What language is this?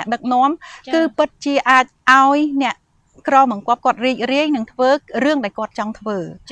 Khmer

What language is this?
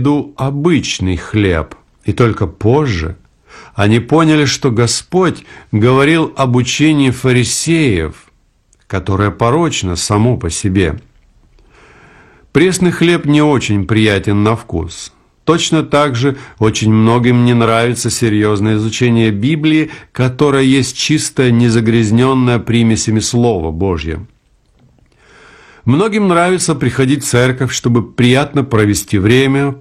Russian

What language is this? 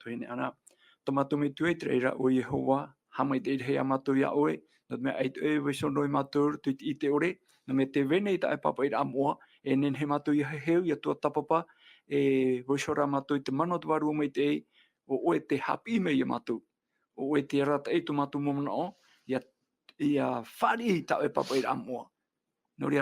Tahitian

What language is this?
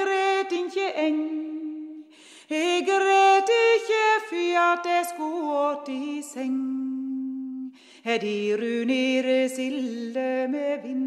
Norwegian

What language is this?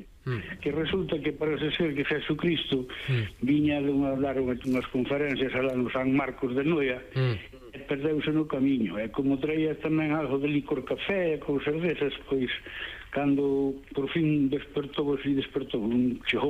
Galician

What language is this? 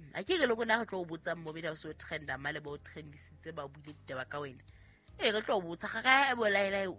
Southern Sotho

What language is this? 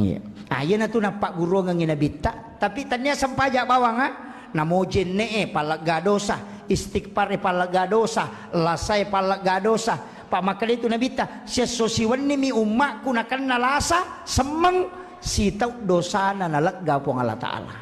Buginese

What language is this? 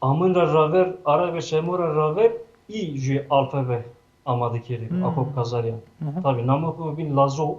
Zaza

